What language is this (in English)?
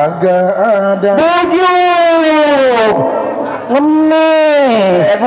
Betawi